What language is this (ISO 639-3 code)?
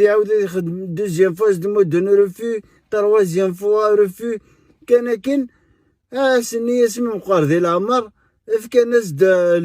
kab